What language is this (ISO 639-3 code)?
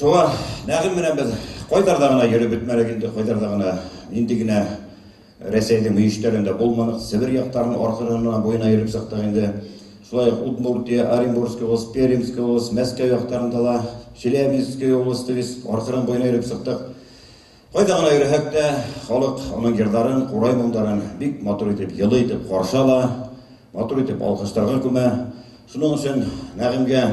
bak